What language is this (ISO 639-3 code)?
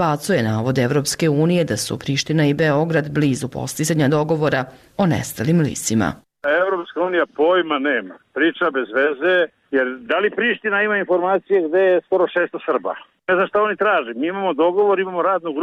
srp